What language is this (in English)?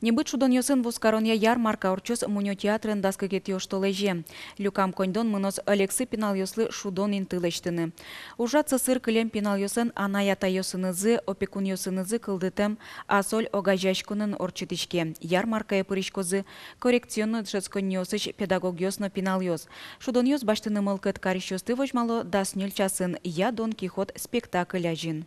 Udmurt